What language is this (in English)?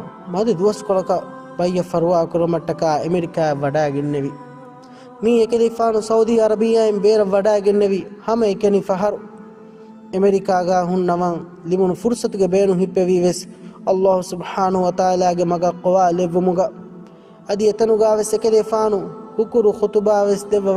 Divehi